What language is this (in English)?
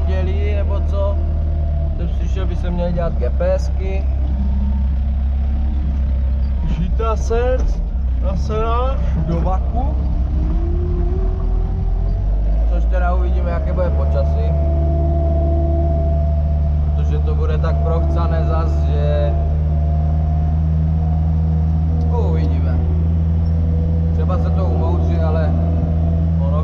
Czech